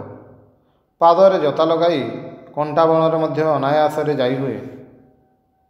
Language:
Odia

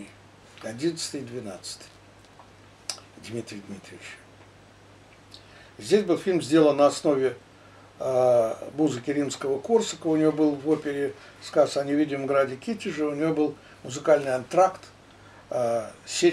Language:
Russian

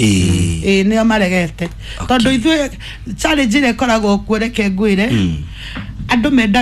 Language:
Kikuyu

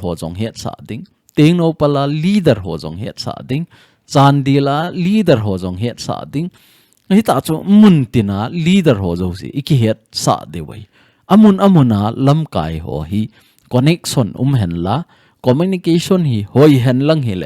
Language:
Thado Chin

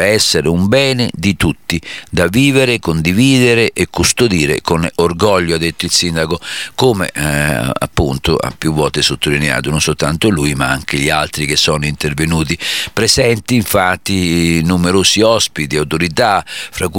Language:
Italian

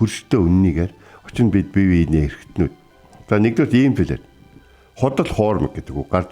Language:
Mongolian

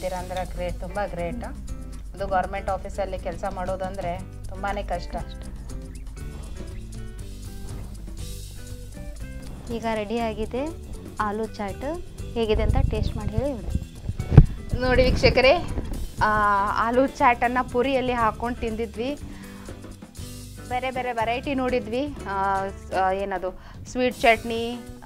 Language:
Kannada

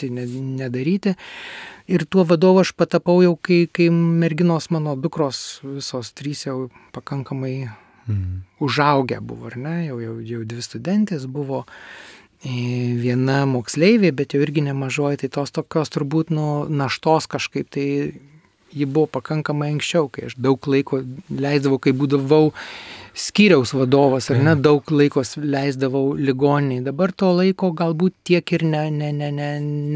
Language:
Lithuanian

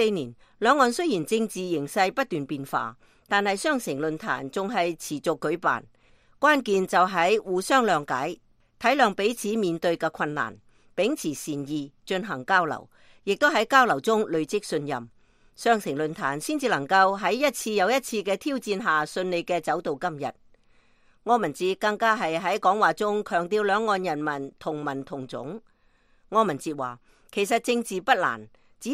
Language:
Cantonese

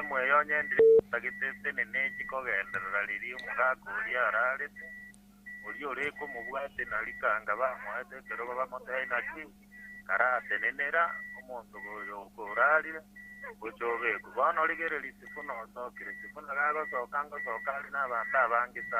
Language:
Gusii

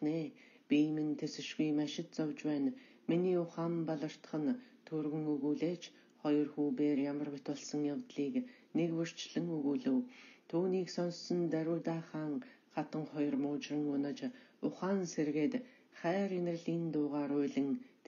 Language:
Mongolian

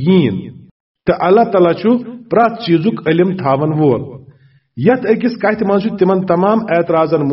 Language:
Kashmiri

